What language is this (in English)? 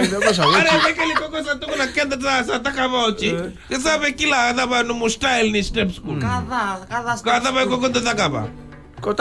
Fijian